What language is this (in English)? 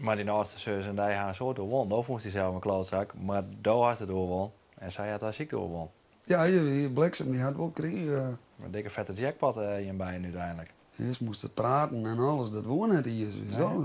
Western Frisian